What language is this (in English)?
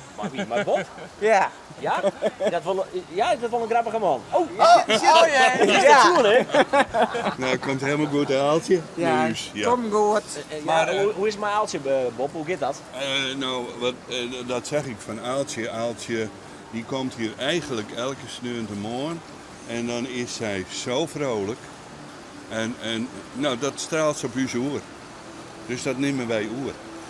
Western Frisian